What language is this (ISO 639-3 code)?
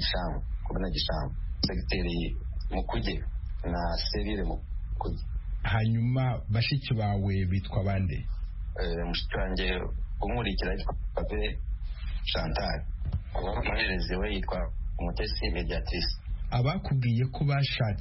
kin